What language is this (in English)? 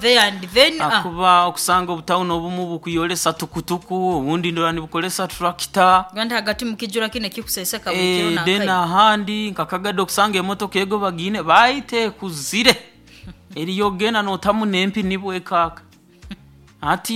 Nyoro